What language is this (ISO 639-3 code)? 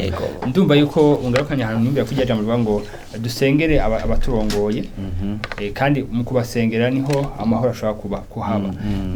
run